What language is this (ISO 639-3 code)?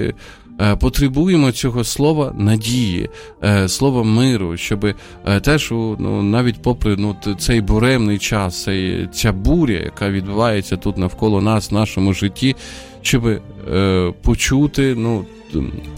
ukr